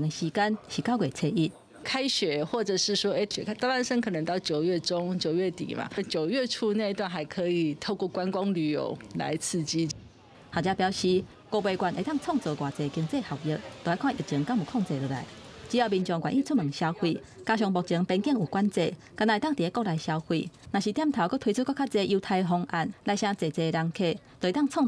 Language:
Min Nan Chinese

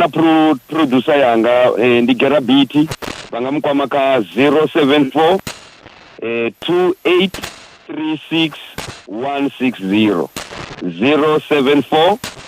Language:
Venda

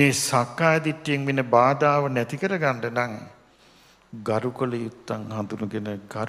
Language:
Sinhala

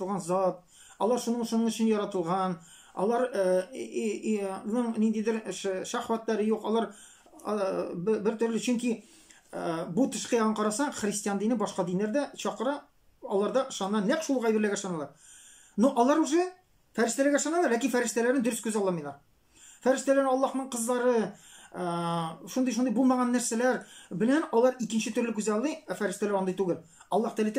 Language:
Tatar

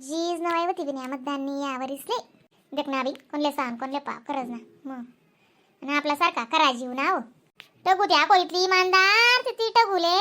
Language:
Khandesi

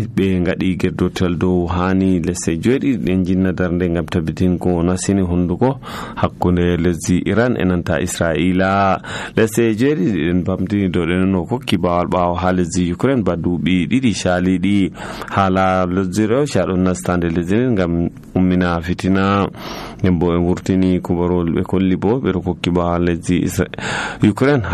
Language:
Nigerian Fulfulde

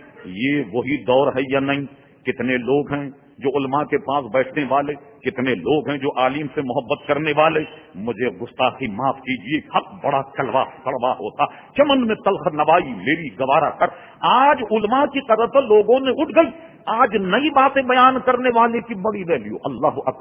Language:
Urdu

